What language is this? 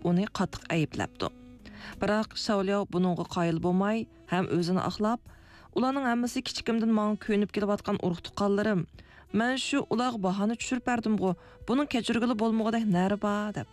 Uyghur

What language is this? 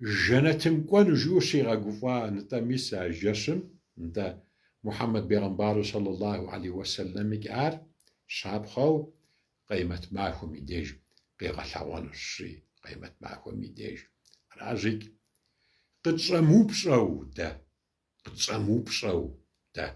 Kabardian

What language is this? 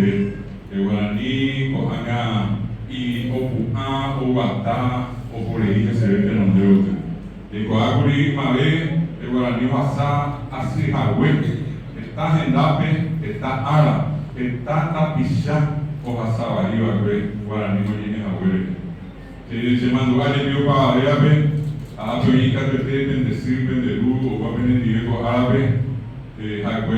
Guarani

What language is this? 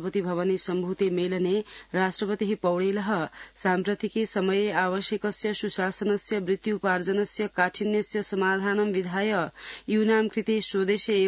Sanskrit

